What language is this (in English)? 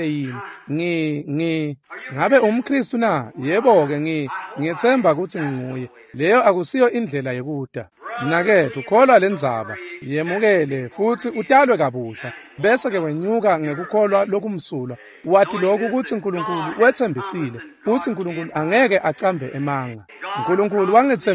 Swati